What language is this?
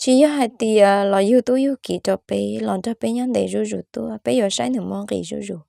Hmong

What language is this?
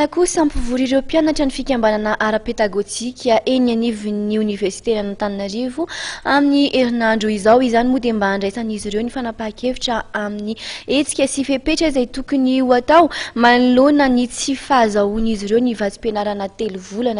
Malagasy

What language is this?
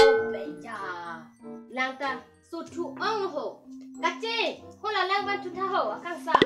Karbi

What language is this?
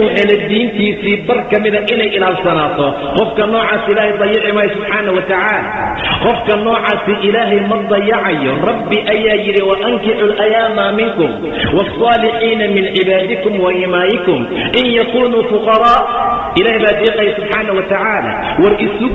Somali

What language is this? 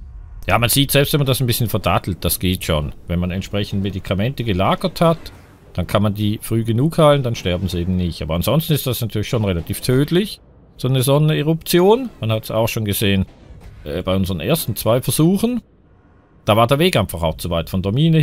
German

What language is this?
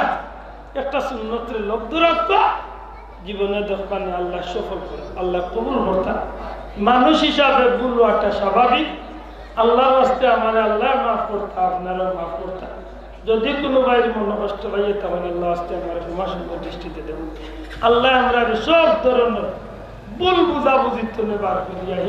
Sylheti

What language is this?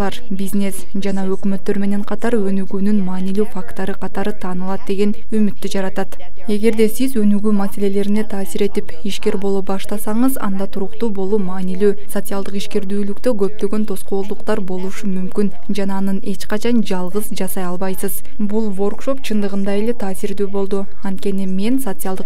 Kyrgyz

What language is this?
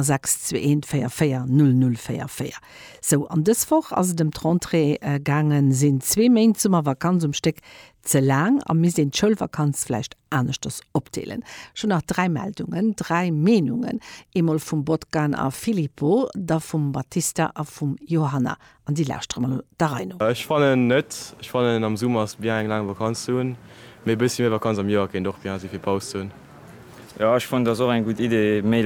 Luxembourgish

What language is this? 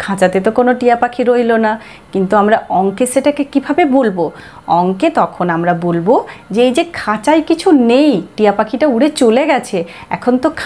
Bangla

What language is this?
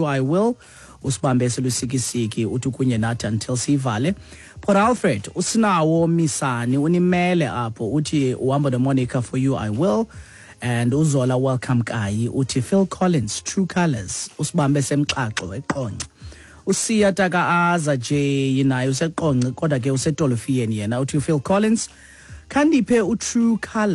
Xhosa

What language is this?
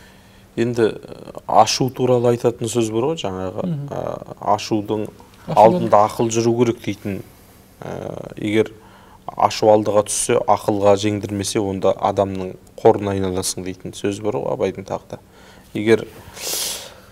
Kazakh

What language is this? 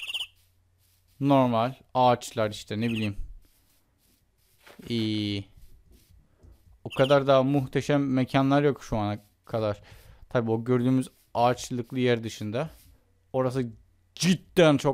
Turkish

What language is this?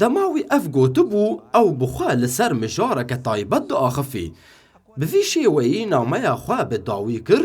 Kurdish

